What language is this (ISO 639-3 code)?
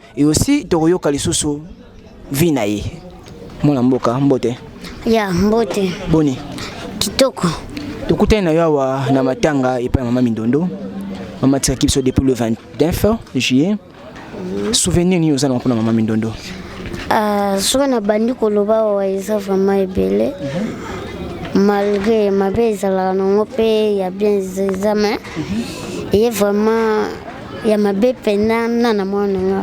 lin